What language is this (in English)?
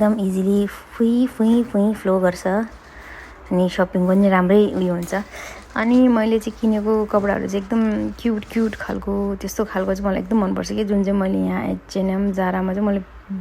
Nepali